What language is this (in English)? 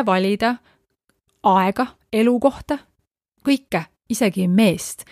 Estonian